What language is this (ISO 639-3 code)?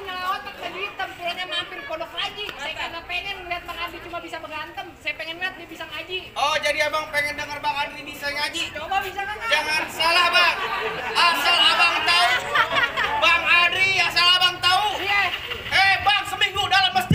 bew